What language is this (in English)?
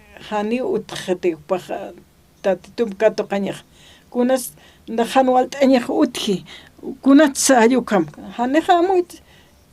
Aymara